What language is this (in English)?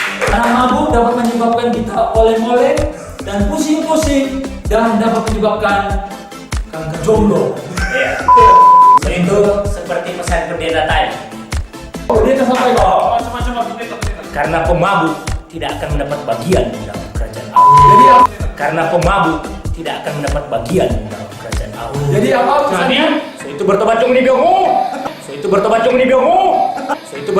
Manado Malay